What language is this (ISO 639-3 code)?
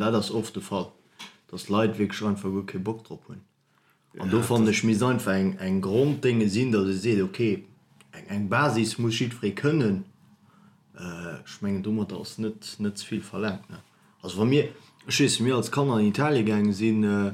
ltz